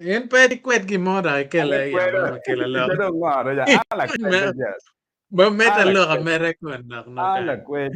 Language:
Acoli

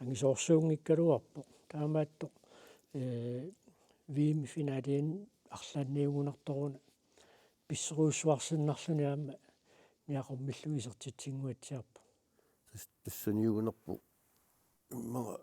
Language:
Kalaallisut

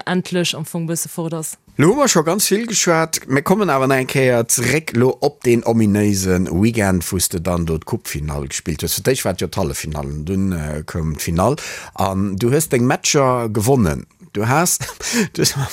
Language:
Luxembourgish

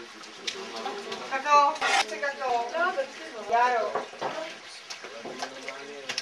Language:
Czech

